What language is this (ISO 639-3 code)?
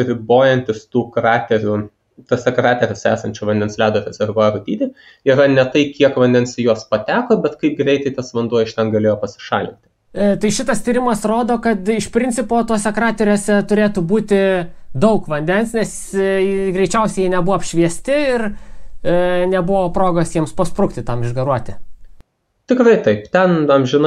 lit